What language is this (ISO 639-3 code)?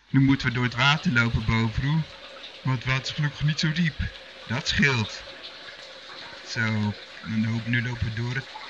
nld